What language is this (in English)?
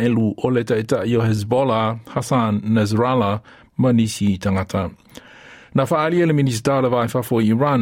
Samoan